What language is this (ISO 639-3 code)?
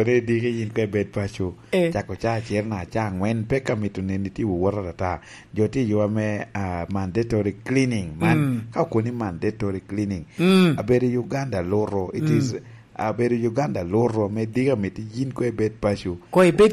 laj